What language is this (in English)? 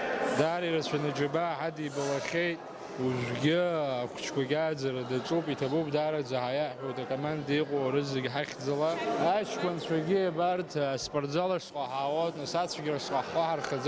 Abkhazian